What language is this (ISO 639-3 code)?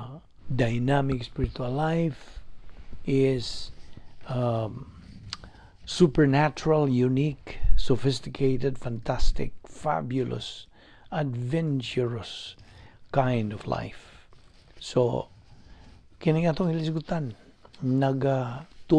ceb